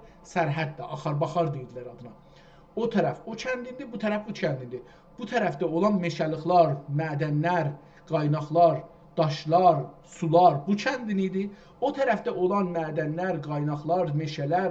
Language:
South Azerbaijani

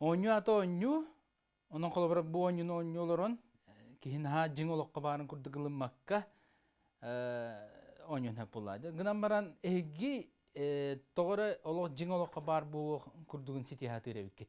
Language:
Yakut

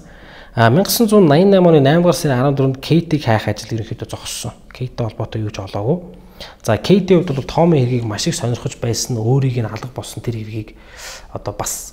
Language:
Mongolian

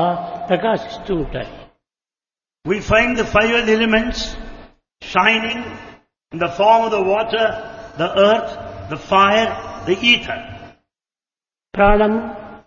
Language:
Telugu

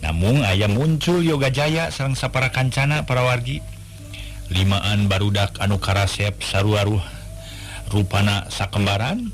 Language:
Sundanese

